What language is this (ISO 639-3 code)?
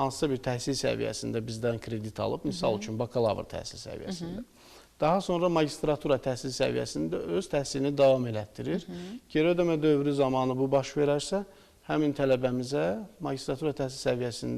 aze